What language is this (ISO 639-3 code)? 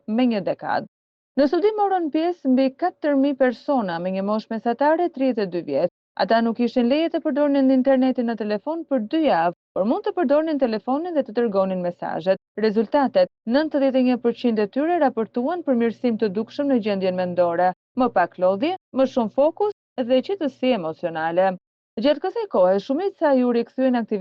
sqi